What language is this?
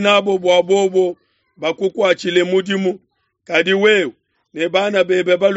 Luba-Lulua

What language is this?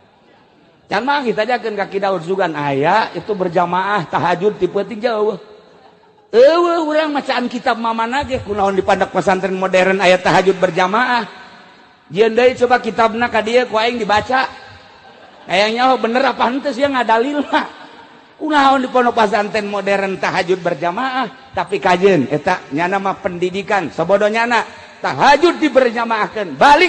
Sundanese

